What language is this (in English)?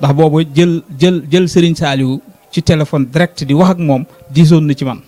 Wolof